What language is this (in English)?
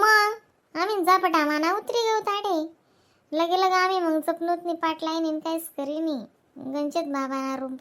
Khandesi